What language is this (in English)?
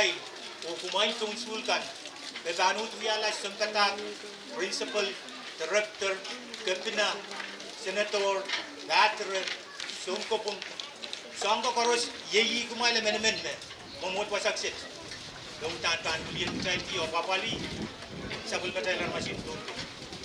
Pohnpeian